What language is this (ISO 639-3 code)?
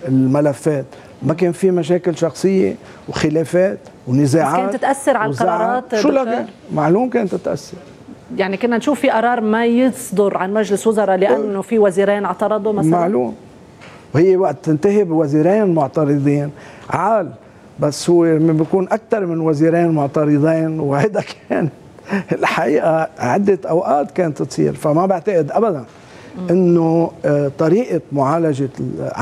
apc